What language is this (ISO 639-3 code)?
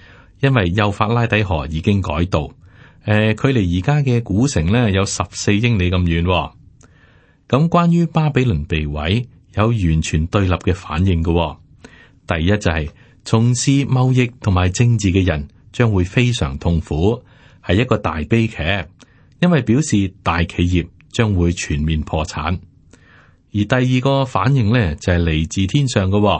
yue